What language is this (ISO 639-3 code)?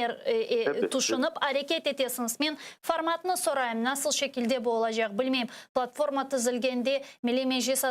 crh